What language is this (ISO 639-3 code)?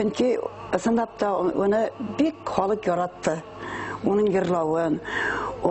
bak